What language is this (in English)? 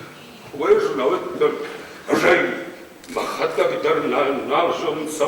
Ossetic